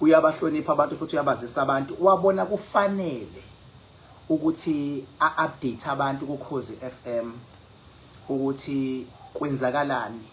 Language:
Zulu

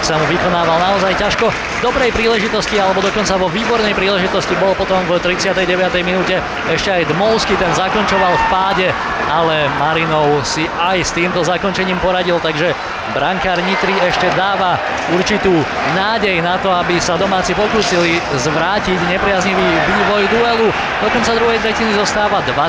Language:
Slovak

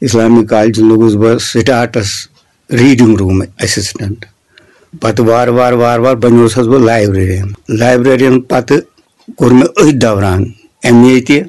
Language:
Kashmiri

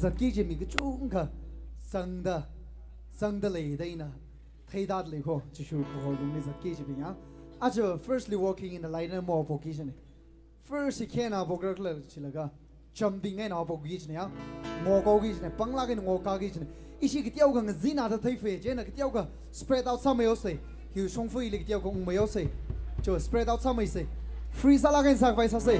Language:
Tangkhul Naga (India)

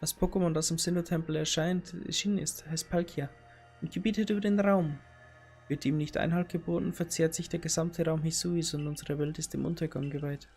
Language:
Bavarian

